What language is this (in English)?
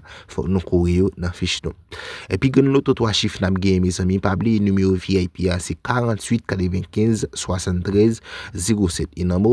Haitian Creole